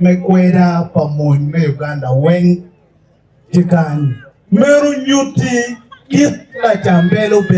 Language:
Acoli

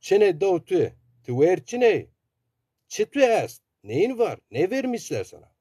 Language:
Zaza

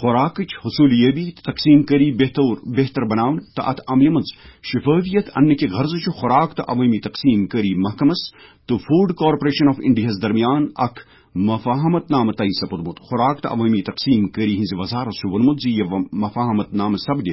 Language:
Kashmiri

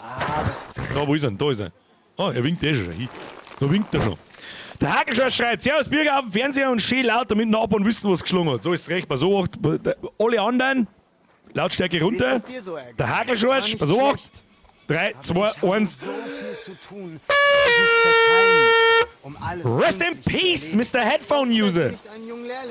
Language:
Bavarian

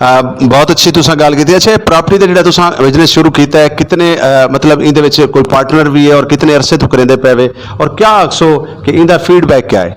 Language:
Saraiki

